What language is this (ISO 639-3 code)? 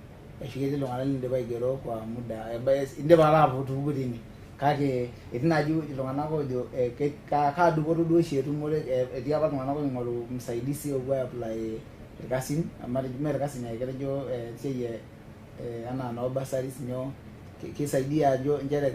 mas